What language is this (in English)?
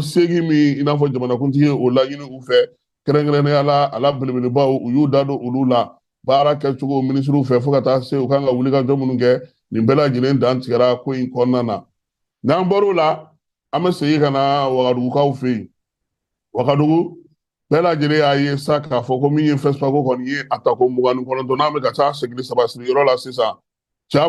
Bambara